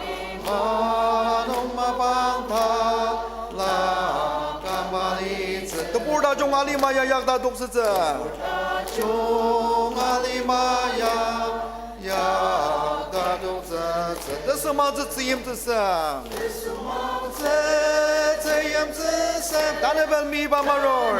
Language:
Ao Naga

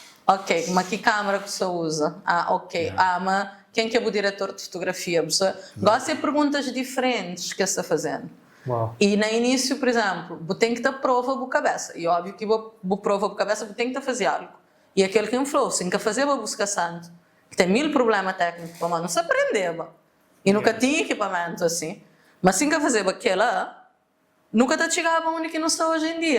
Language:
Kabuverdianu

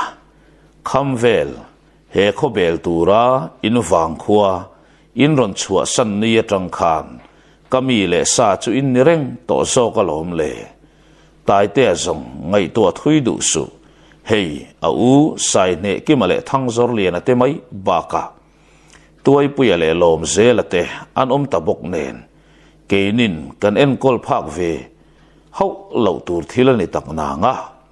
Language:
Mizo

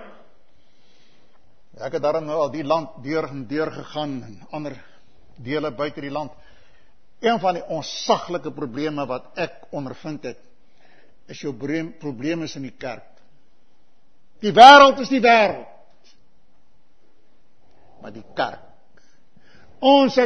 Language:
Afrikaans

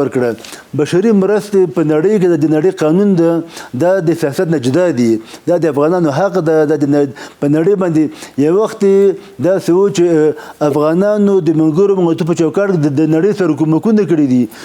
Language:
Pashto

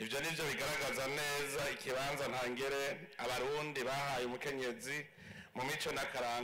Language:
Rundi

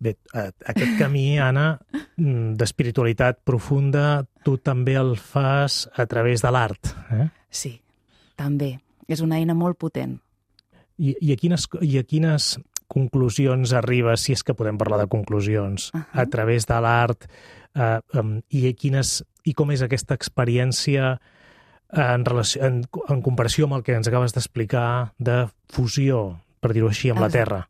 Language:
Catalan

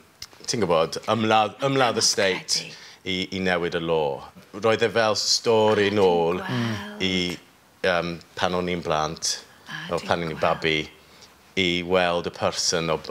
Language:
Welsh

